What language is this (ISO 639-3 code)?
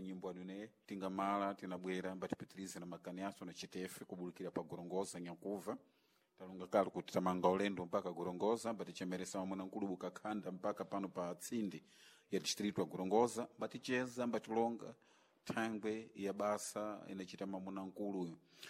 seh